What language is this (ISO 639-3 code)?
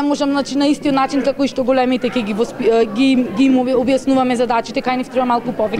mkd